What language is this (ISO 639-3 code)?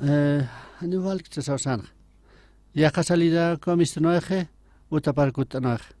aym